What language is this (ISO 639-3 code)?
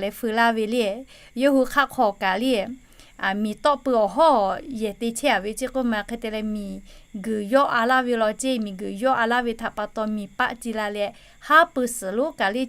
lhu